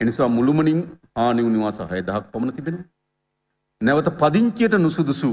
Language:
Sinhala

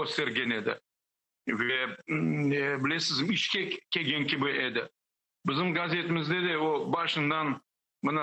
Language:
Crimean Tatar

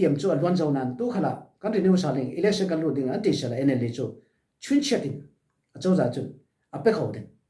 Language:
Falam Chin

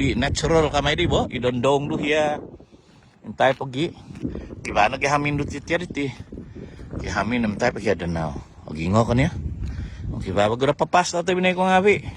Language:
Central Dusun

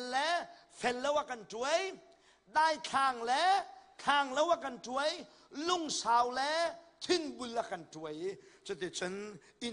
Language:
Hakha Chin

